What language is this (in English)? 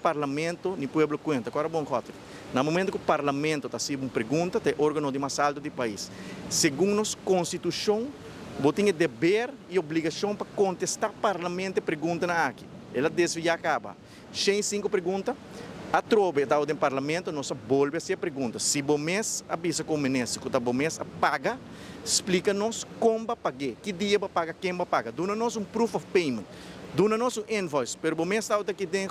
Papiamento